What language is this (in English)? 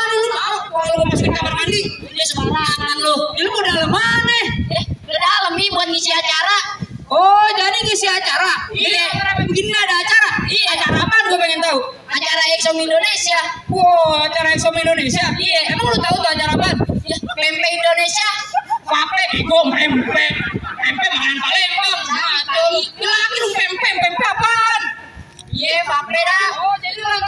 Betawi